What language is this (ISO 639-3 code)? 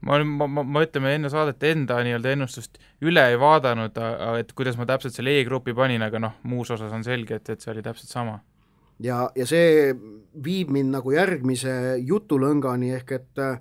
est